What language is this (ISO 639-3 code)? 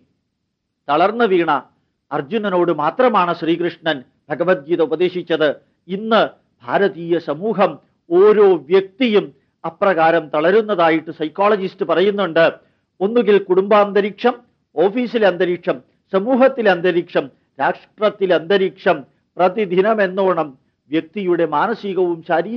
mal